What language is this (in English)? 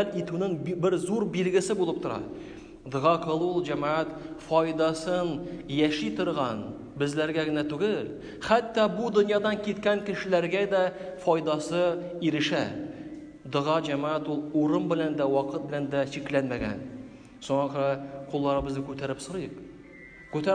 Tatar